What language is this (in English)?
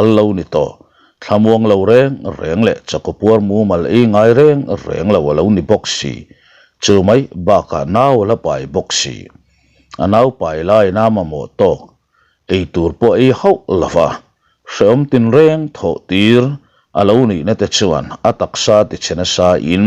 Mizo